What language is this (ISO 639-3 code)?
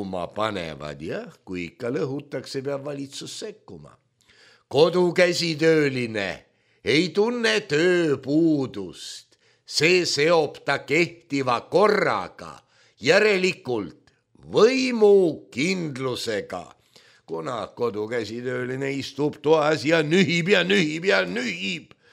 est